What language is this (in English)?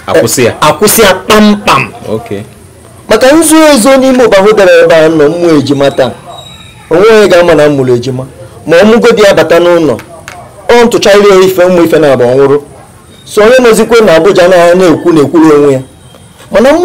Igbo